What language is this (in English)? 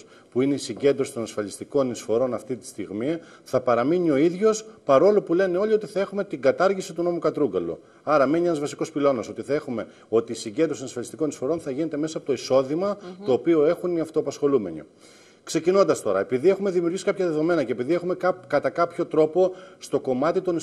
Greek